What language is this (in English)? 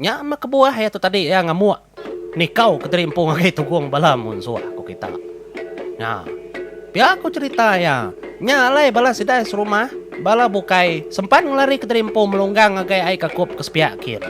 Iban